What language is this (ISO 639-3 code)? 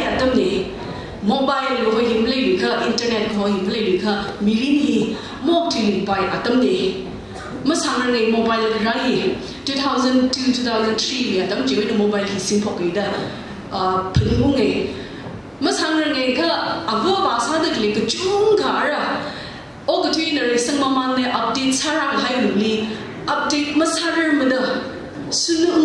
nmf